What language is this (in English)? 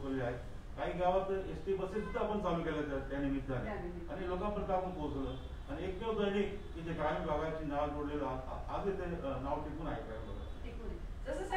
Marathi